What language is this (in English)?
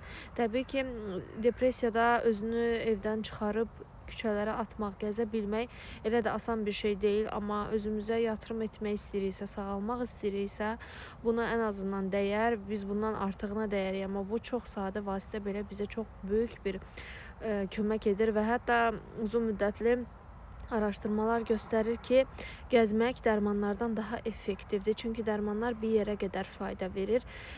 Azerbaijani